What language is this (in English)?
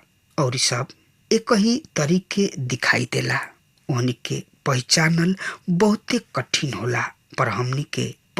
Bhojpuri